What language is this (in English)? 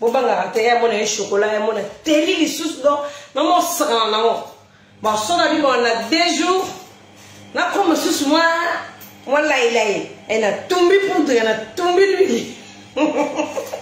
Lingala